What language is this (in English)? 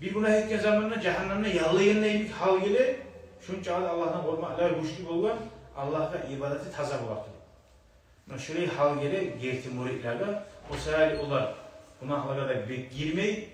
Kumyk